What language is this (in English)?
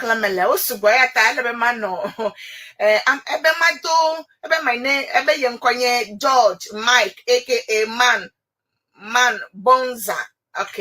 Ewe